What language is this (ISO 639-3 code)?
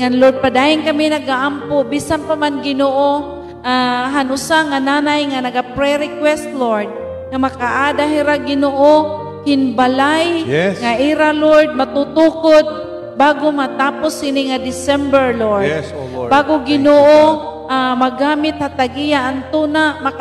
war